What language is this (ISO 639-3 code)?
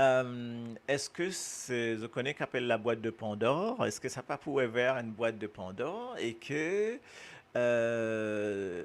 mfe